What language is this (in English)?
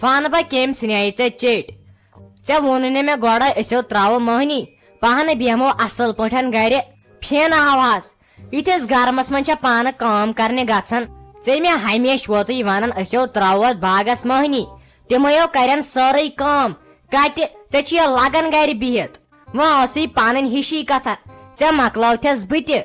Kashmiri